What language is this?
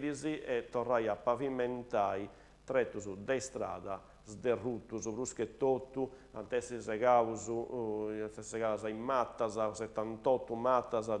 Sardinian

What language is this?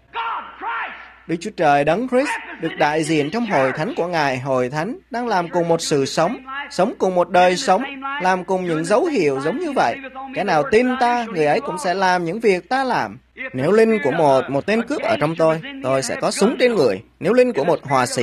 Vietnamese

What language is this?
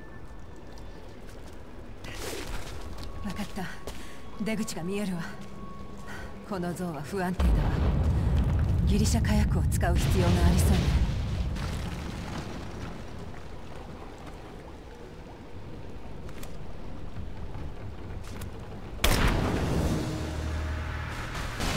Japanese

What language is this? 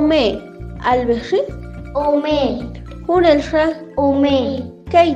Western Kanjobal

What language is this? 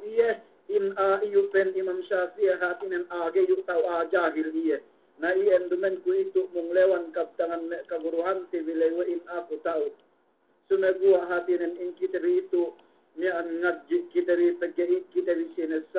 Yakan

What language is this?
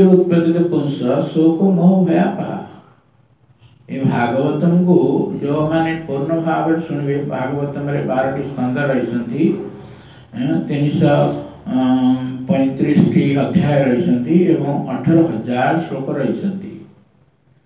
Odia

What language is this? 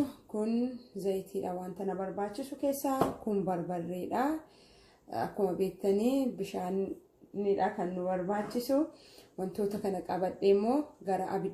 Oromo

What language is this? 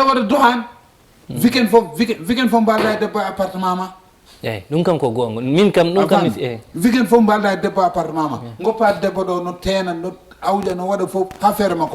Fula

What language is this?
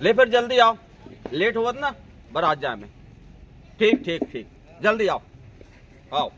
Chhattisgarhi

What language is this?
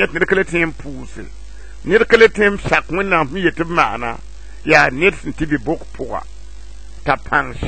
Mossi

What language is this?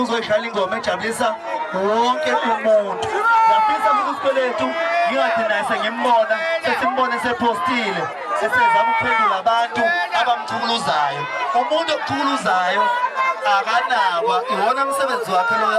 Zulu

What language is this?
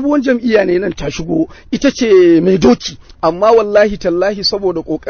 Hausa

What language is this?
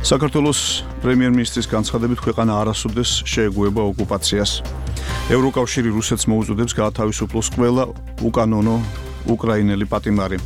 Georgian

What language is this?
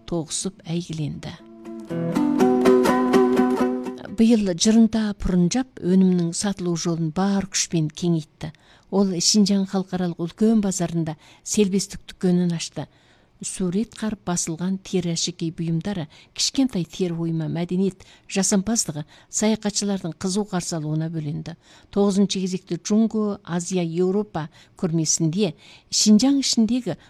Kazakh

